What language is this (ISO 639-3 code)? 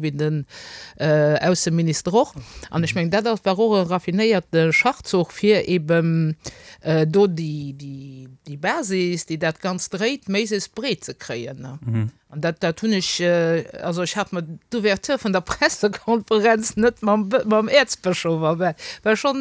ltz